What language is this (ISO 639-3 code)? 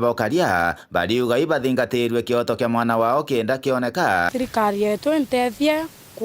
mer